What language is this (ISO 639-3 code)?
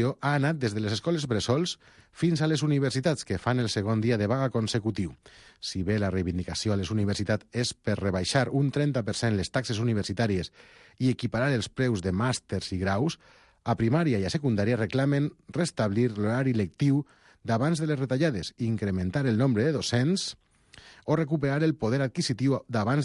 cat